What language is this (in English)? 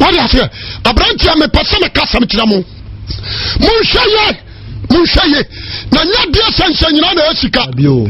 Akan